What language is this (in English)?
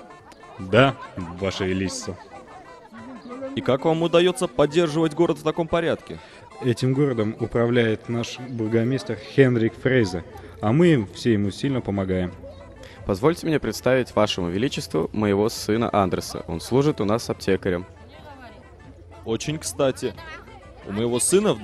Russian